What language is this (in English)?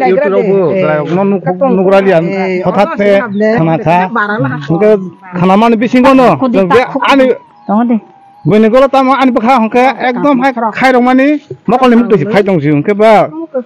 Kok Borok